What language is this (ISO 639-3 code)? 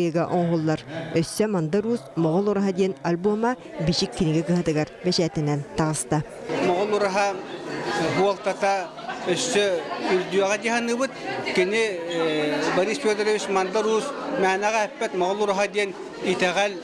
sah